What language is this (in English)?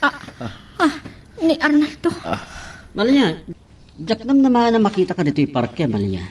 Iloko